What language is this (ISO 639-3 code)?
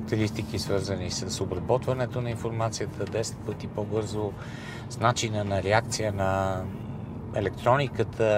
bul